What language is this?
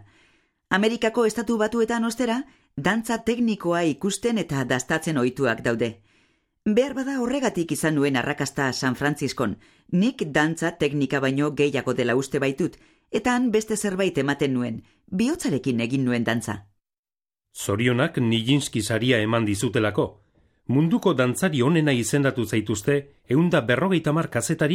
Basque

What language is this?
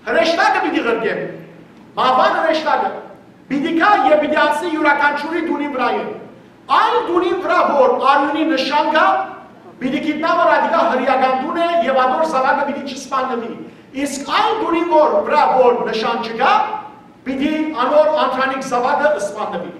Western Armenian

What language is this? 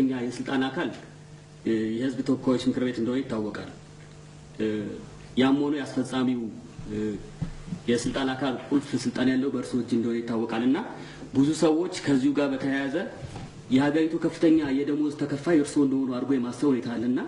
Amharic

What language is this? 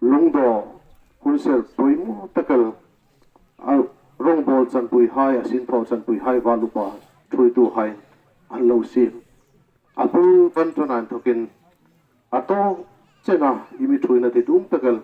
Hmar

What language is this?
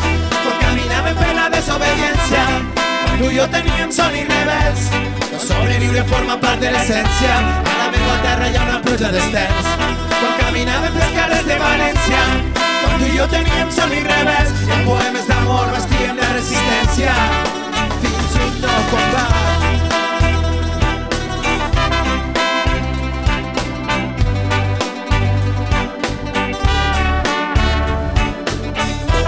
Catalan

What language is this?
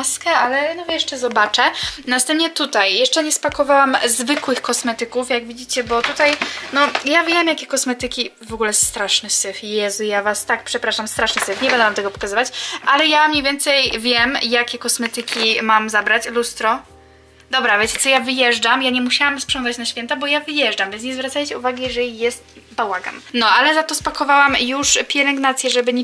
Polish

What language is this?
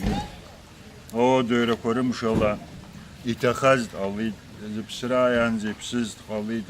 Abkhazian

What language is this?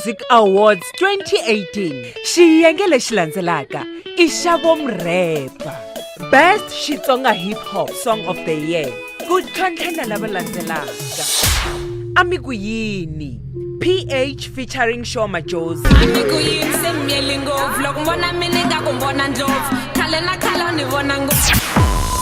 Tsonga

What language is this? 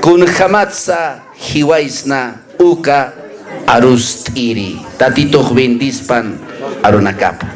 Aymara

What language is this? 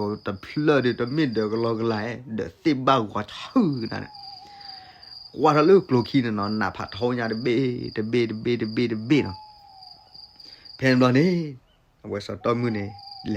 S'gaw Karen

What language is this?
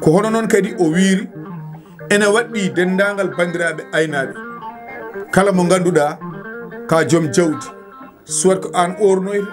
Fula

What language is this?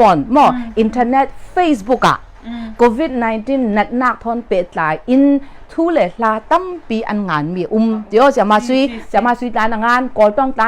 Hakha Chin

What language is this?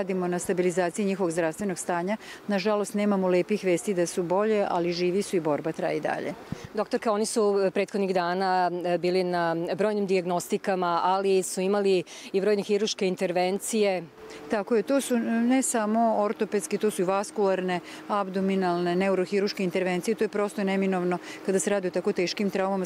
Serbian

